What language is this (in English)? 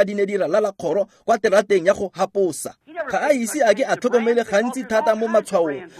Tswana